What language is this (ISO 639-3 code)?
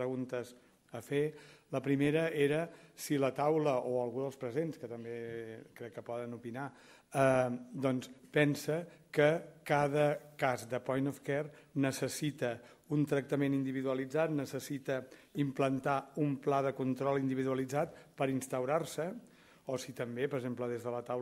cat